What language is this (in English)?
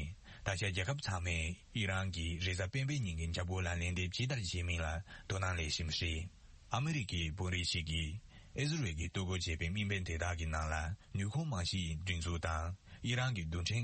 Tibetan